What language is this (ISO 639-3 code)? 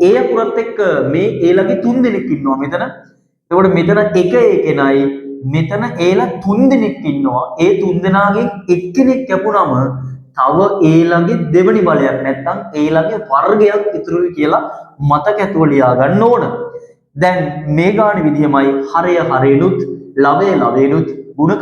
sin